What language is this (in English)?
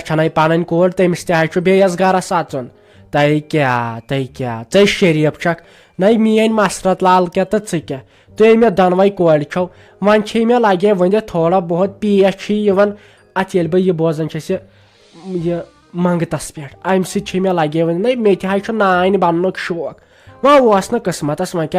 Kashmiri